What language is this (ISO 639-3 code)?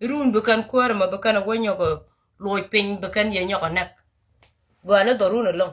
nus